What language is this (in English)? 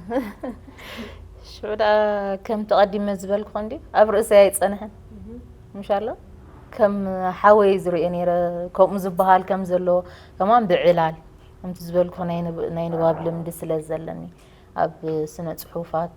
Tigrinya